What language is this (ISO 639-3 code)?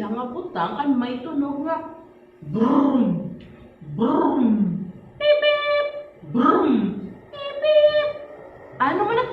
war